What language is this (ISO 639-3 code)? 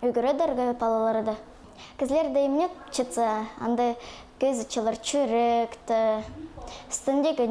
kjh